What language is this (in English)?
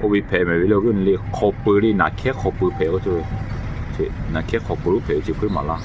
Lahu